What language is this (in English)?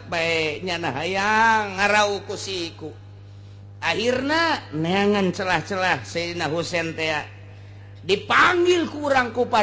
Sundanese